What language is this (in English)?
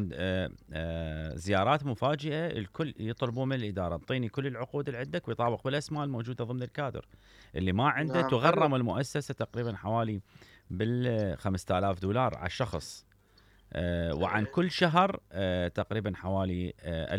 Mesopotamian Arabic